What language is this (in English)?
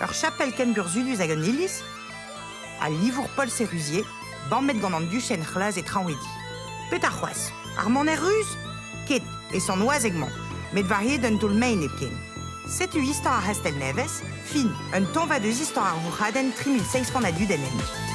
Breton